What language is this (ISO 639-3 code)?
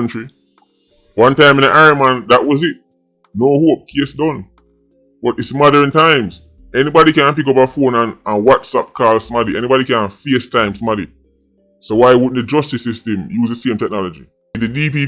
jam